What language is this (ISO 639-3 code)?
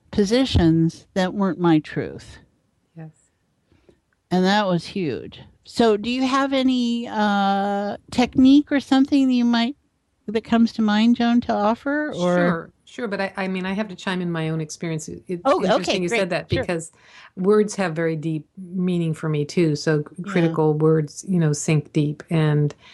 eng